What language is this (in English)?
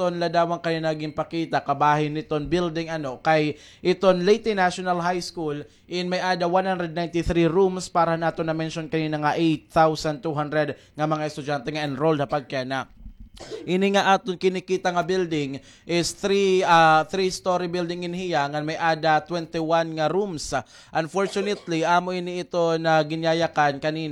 Waray